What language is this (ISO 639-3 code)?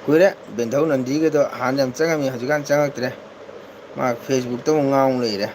mni